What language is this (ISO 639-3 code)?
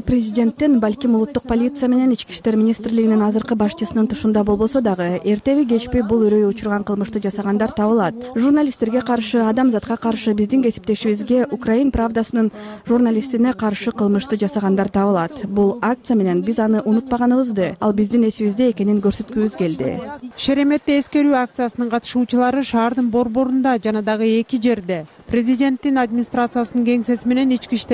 kir